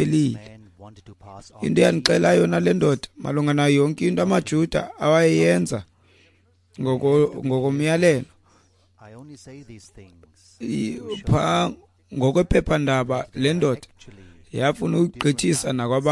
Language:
Xhosa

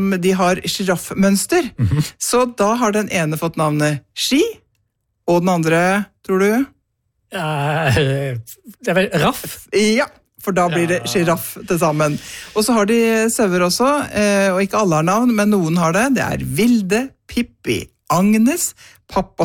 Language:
Norwegian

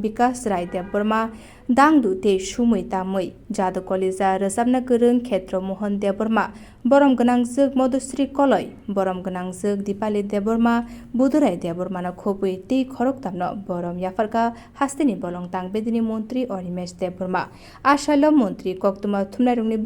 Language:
Kok Borok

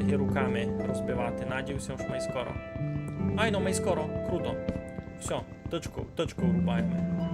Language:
Rusyn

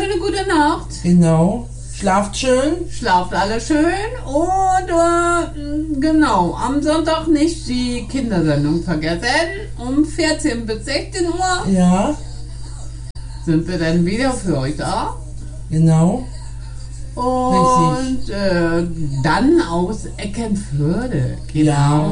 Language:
German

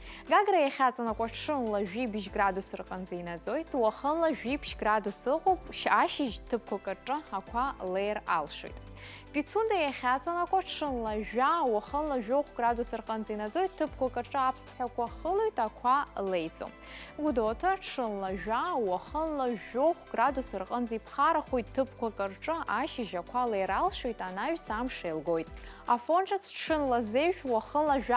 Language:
Abkhazian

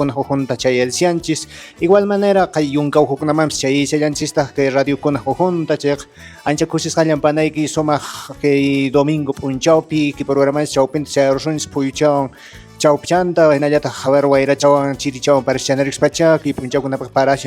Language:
Quechua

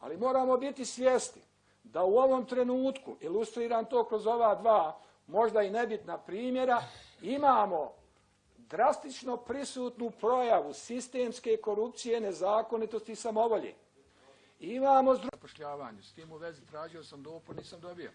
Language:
Bosnian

